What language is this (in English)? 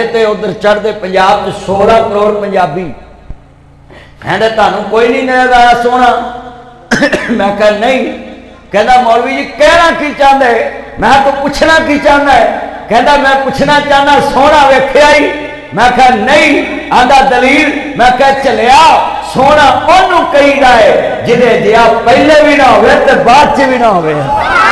Western Panjabi